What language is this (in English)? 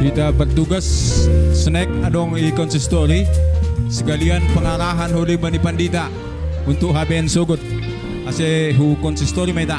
Batak Simalungun